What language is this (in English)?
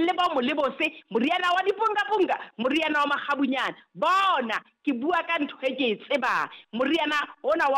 Southern Sotho